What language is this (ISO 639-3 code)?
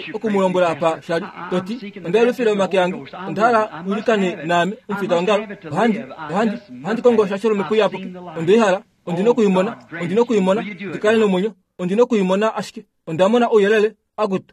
kua